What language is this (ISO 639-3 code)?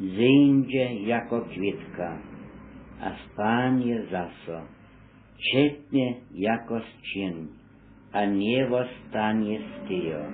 hsb